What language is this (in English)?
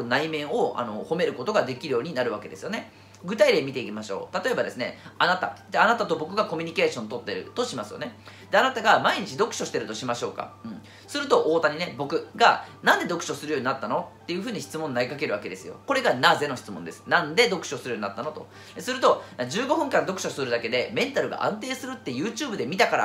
Japanese